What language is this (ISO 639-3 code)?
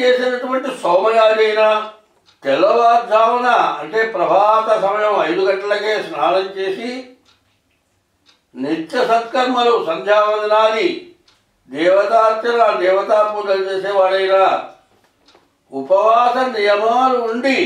tel